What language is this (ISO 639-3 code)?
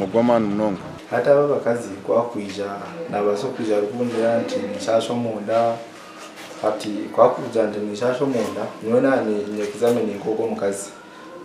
nyn